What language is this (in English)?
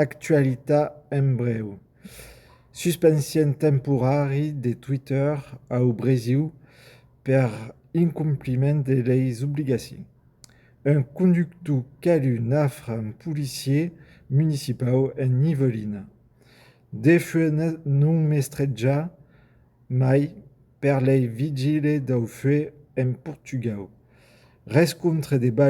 Occitan